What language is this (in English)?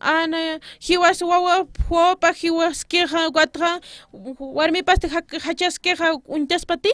Aymara